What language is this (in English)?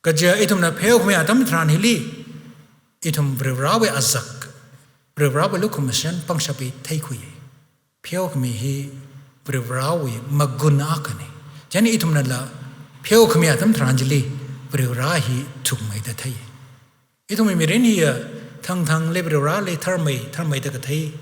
Tangkhul Naga (India)